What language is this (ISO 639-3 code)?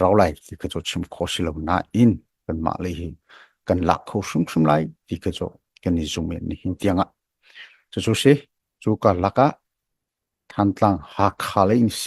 cnh